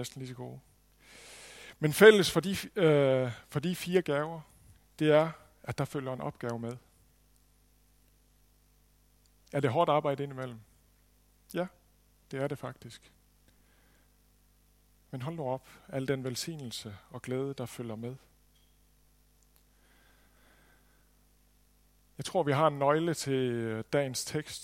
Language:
Danish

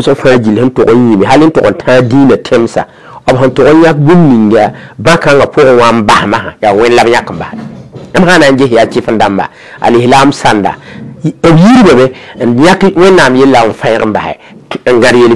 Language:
Mossi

